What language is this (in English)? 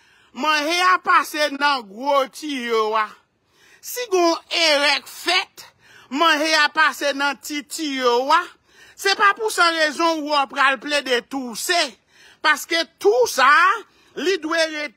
Haitian Creole